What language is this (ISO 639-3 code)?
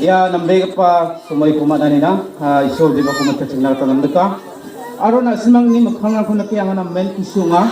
grt